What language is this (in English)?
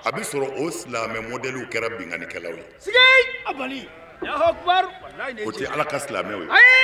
Bambara